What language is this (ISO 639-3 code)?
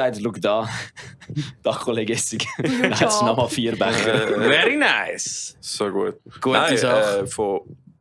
gsw